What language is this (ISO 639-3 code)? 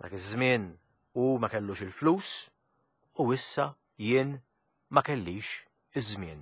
mlt